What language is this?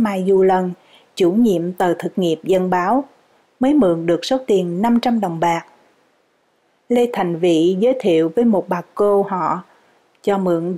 Vietnamese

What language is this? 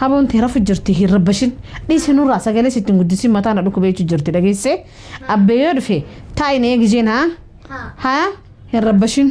Oromo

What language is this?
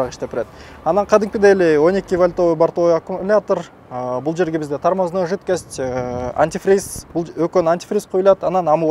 Kyrgyz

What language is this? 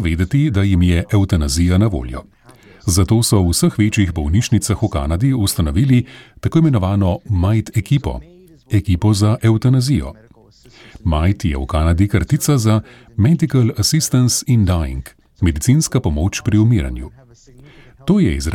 Slovenian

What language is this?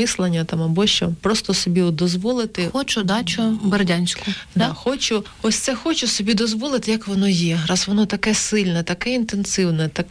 Ukrainian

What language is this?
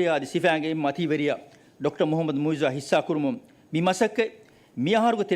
Divehi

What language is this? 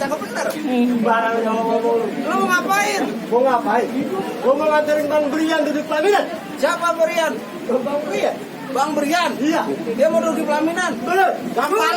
Betawi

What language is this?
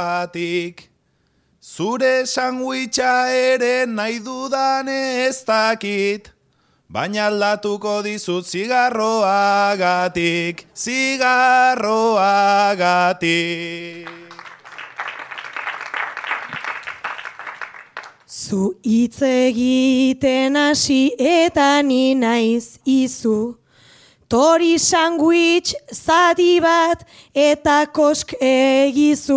Basque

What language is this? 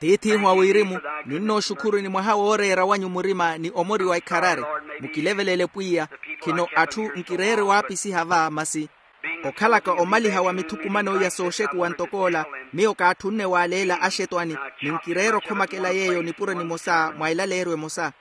Makhuwa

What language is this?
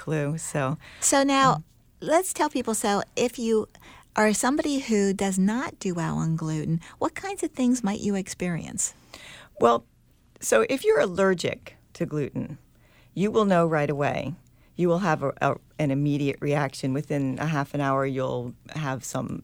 English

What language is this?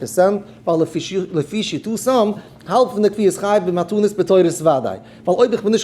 Yiddish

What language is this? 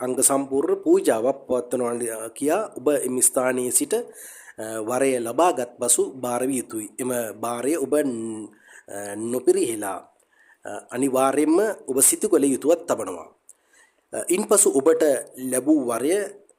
Sinhala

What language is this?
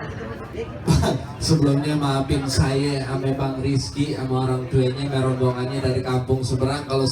Betawi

